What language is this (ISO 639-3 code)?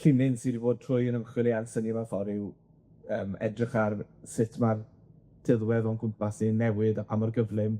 cym